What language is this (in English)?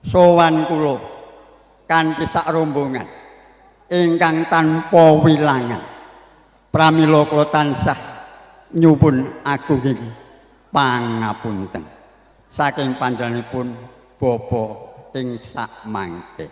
Javanese